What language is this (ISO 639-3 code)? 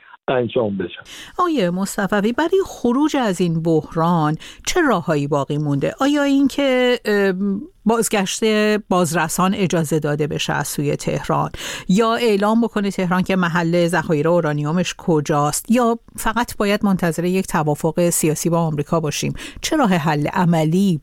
fas